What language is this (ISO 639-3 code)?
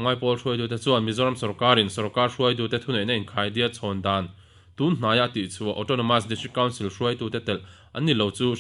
lus